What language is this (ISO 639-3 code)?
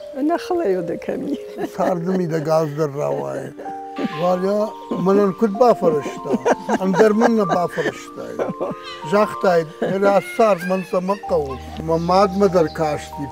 oss